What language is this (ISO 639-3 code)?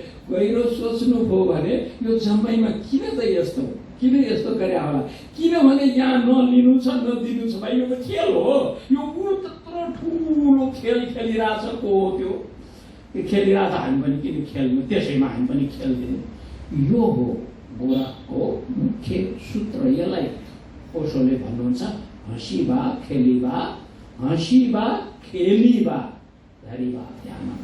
nep